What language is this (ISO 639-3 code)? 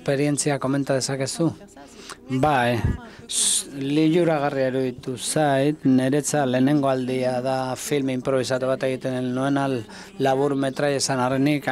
eus